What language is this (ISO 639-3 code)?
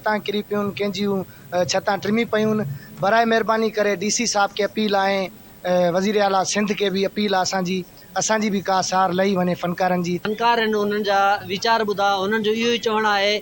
snd